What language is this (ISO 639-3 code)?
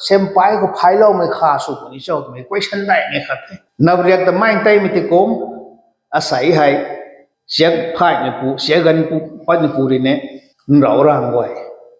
nbu